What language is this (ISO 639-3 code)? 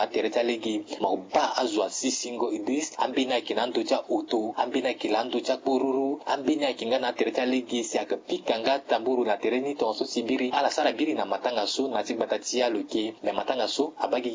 sag